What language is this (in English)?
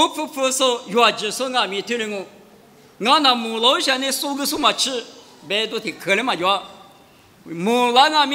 Lisu